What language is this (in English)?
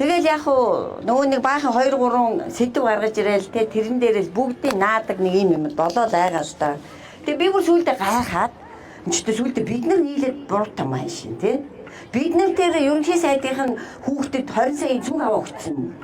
Mongolian